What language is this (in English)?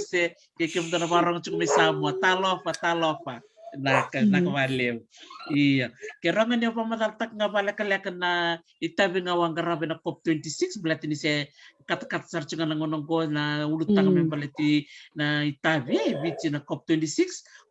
Fijian